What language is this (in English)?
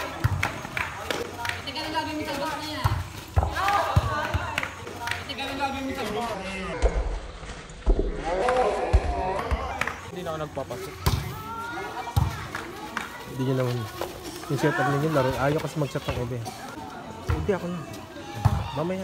Filipino